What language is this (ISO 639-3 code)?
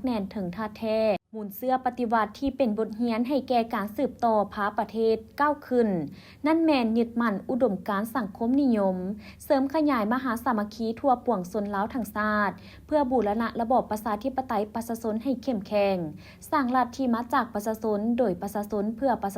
lao